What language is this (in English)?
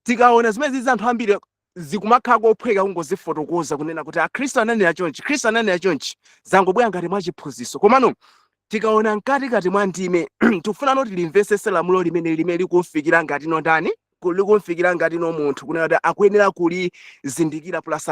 Nyanja